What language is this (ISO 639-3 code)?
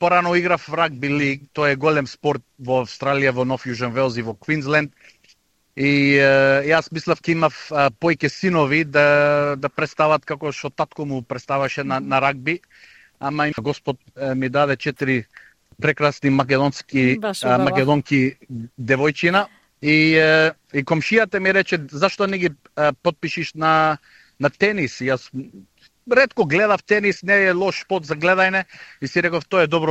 mkd